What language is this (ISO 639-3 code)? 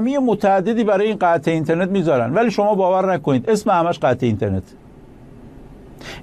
fas